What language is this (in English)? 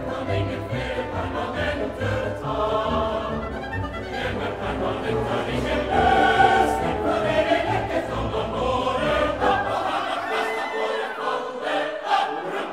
Norwegian